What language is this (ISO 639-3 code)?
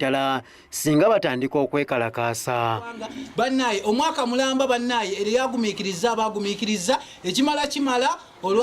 lug